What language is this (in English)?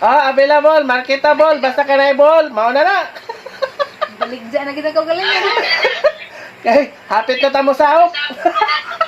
Cebuano